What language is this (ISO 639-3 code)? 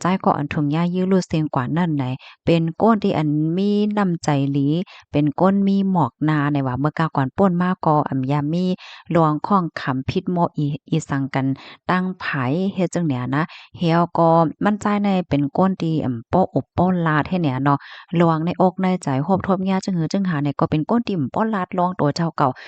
shn